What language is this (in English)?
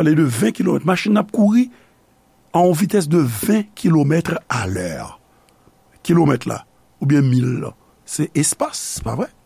Haitian Creole